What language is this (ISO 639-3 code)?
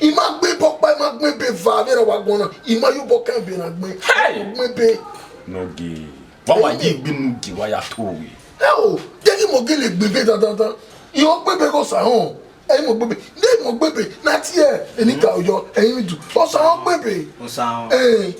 bin